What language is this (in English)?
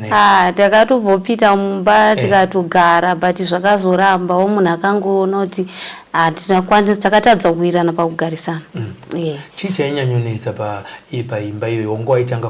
Shona